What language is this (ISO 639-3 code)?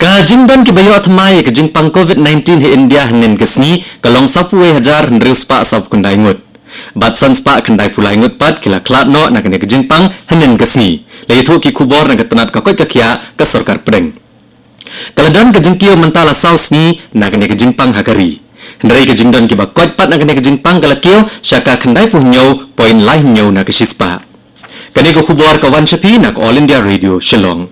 kha